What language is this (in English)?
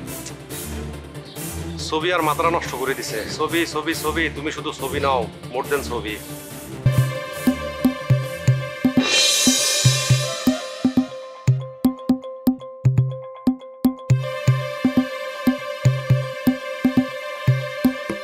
Bangla